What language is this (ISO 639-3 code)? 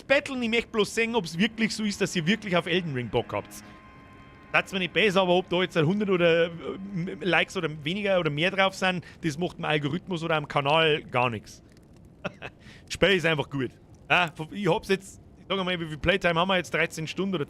bar